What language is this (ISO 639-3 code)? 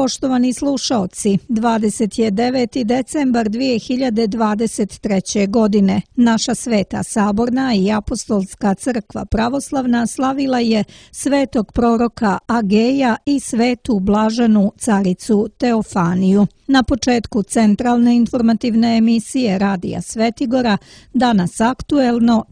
srp